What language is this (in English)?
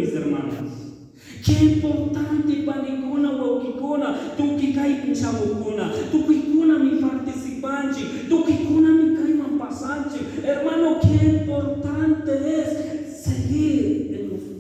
Chimborazo Highland Quichua